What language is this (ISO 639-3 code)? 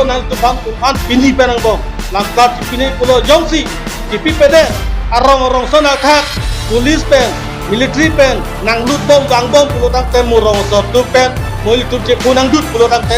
mjw